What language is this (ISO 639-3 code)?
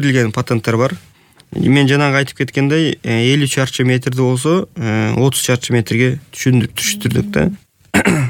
kir